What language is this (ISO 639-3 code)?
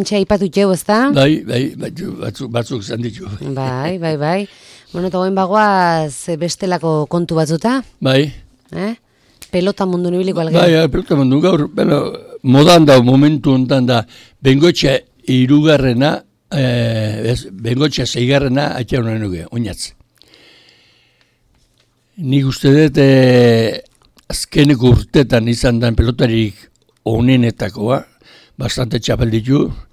eus